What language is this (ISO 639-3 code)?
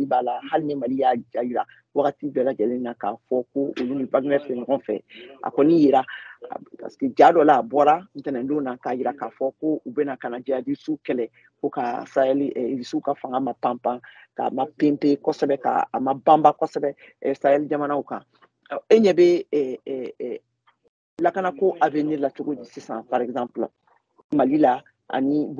bam